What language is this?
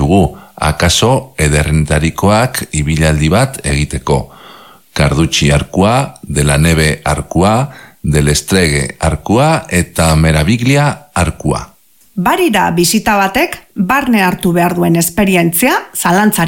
Basque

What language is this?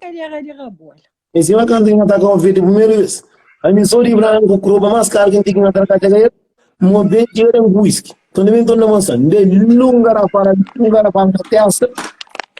Kabuverdianu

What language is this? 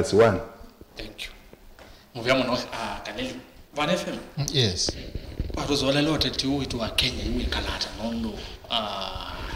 Kamba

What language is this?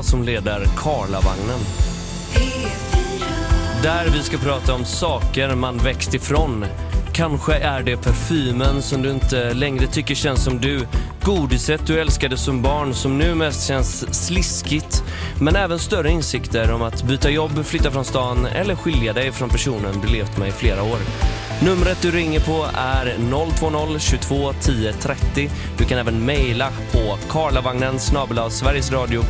Swedish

